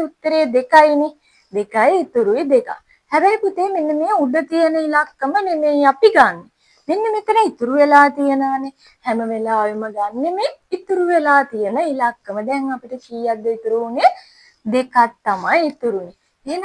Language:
Sinhala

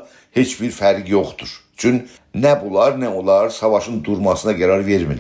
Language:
South Azerbaijani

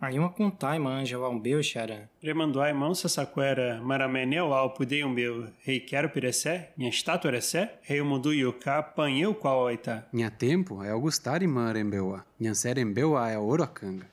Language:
Nheengatu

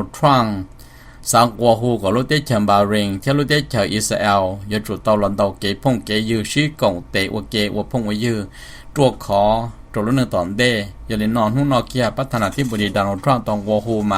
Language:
Hmong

